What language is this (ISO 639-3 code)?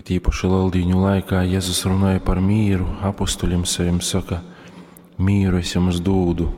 ltg